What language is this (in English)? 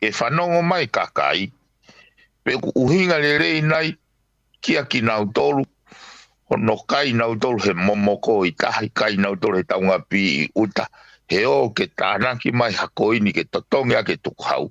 Tongan